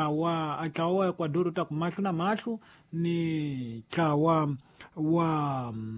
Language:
Tsonga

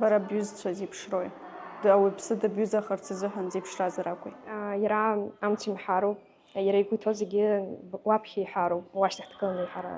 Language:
Abkhazian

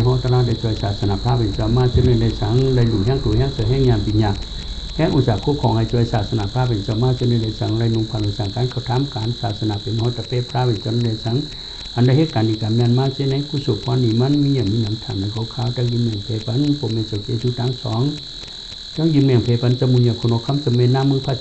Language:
Shan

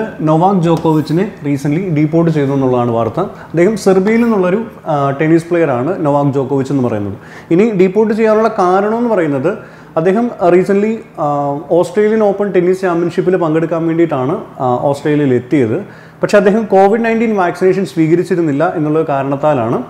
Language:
Malayalam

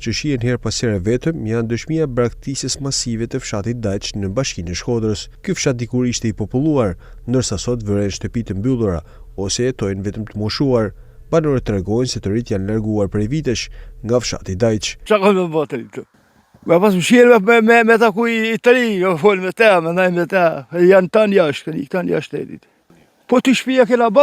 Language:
Albanian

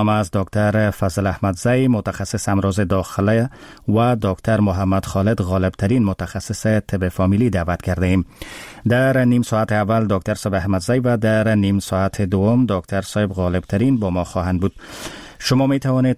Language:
Persian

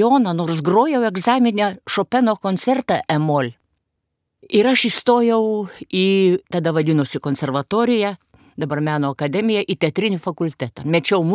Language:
Lithuanian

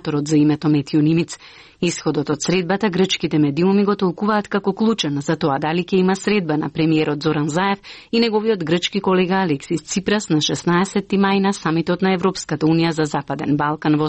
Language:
Macedonian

